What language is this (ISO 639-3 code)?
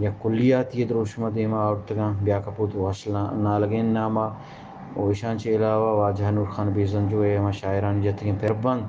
bgp